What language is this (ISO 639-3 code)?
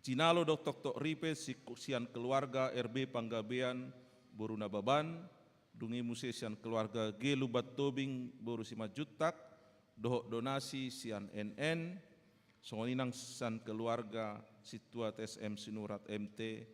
bbc